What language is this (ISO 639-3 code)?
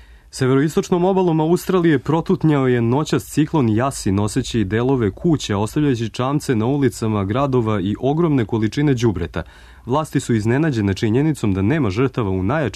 srp